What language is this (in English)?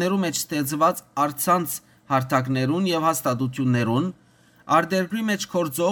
Western Armenian